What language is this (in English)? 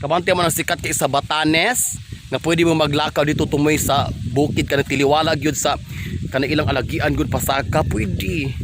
Cebuano